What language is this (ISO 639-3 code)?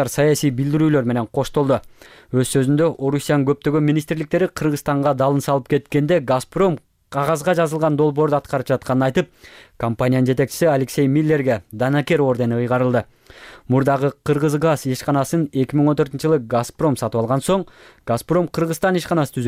kir